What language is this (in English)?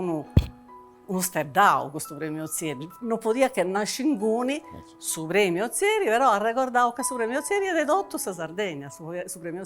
Sardinian